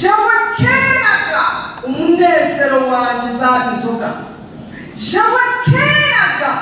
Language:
Rundi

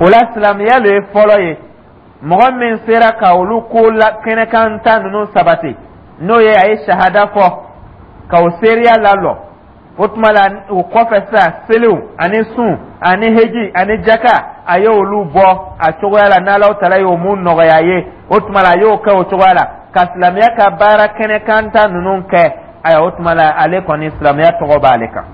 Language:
Dyula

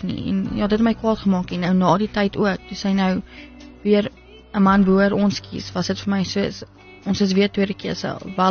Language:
Afrikaans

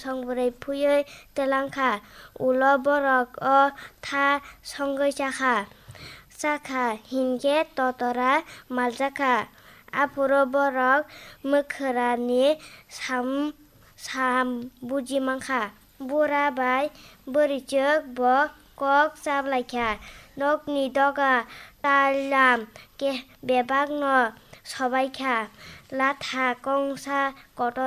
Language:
Kok Borok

